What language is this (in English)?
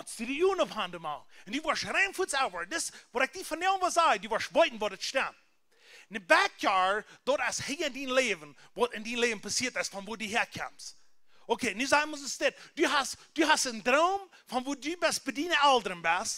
Plautdietsch